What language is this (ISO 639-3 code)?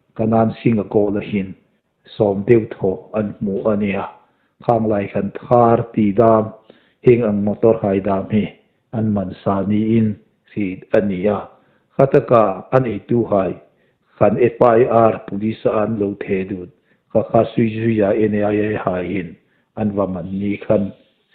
hmr